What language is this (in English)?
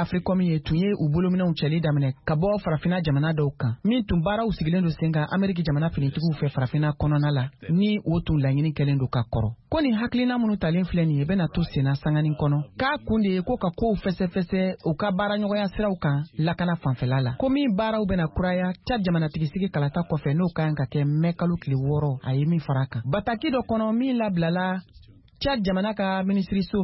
Bambara